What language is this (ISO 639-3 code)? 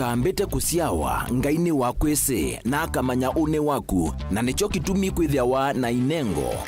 kam